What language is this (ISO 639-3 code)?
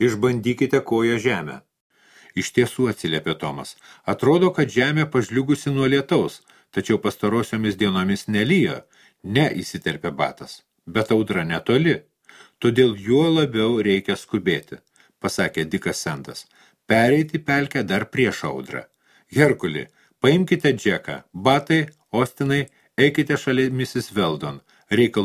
lit